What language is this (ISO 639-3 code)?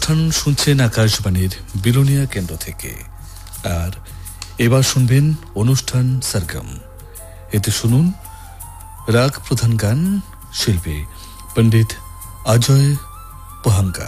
ben